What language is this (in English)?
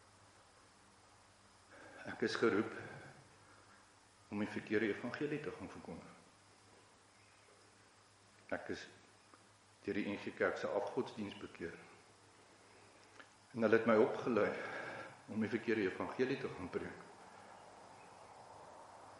Afrikaans